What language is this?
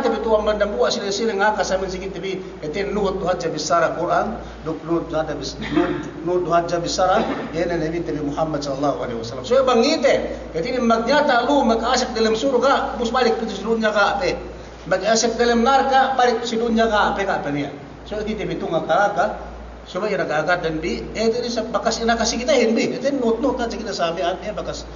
Yakan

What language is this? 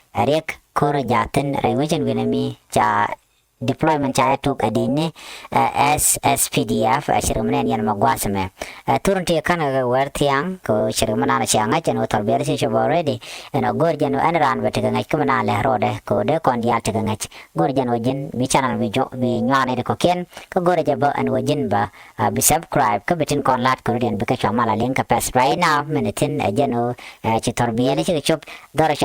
Nuer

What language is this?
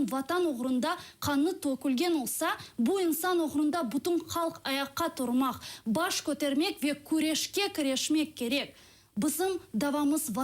Crimean Tatar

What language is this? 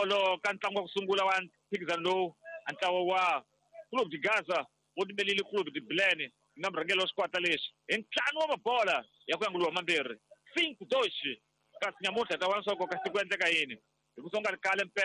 Tsonga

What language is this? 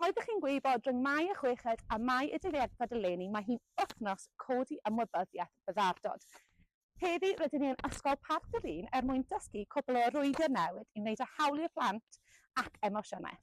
Welsh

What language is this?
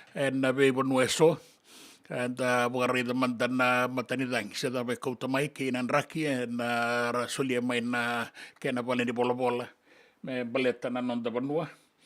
Fijian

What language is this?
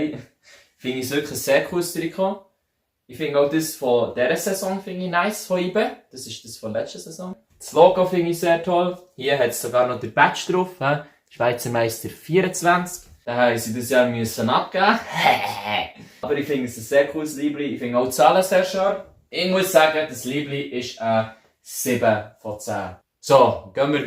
Swiss German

